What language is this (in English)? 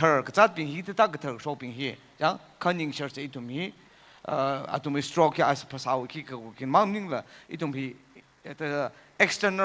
Tangkhul Naga (India)